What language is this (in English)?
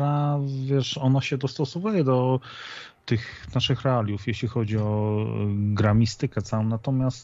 Polish